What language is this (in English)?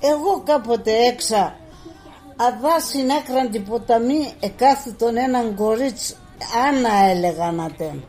Pontic